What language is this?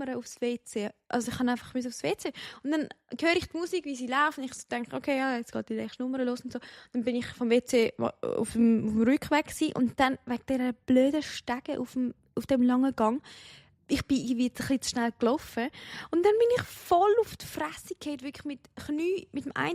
Swiss German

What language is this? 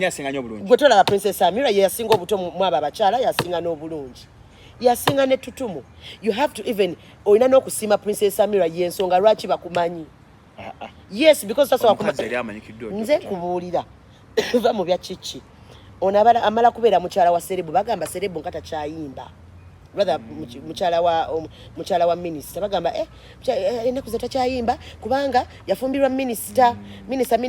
Ganda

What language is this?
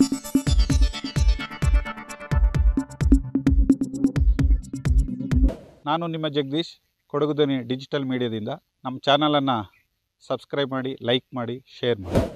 Kannada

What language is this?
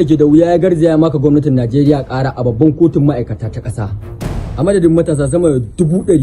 Hausa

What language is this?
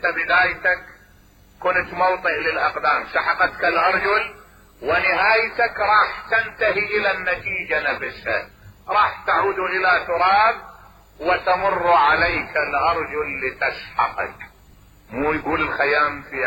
Mesopotamian Arabic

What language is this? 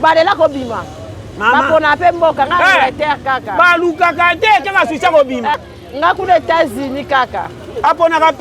Lingala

